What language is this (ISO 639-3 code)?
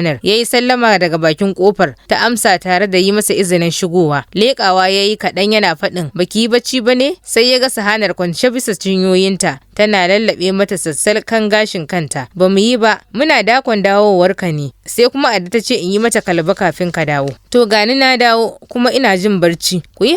hau